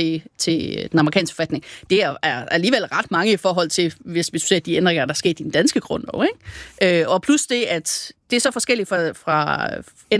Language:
Danish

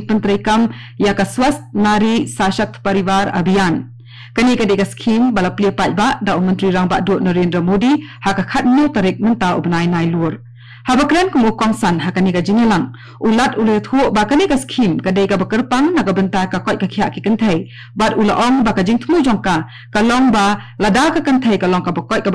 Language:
Khasi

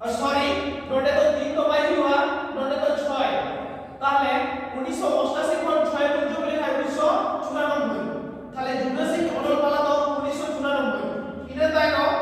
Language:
Santali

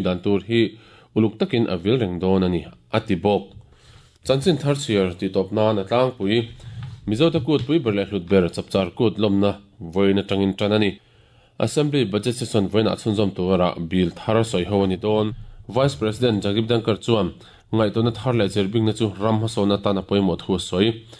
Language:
Mizo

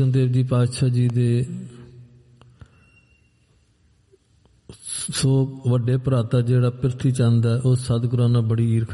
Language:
Punjabi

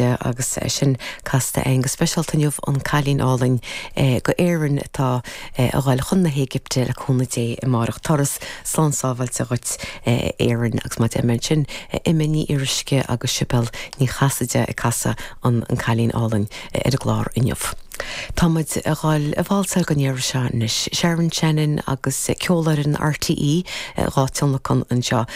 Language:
Irish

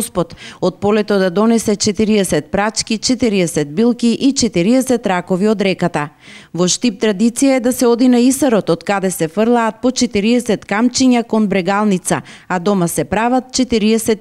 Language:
Macedonian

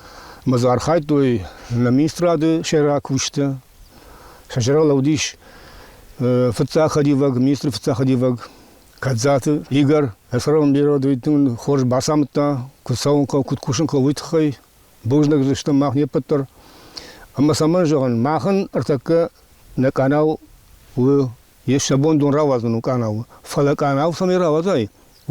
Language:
Ossetic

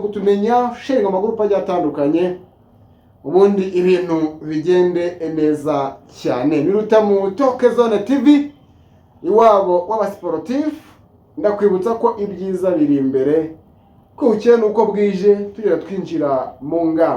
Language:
Kinyarwanda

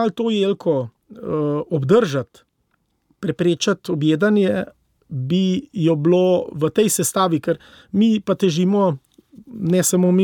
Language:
Slovenian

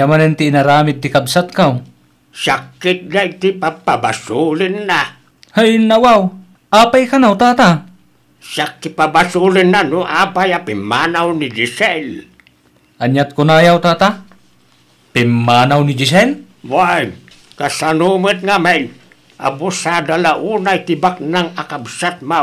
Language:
Iloko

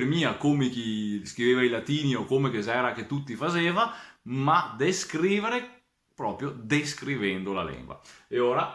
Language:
Venetian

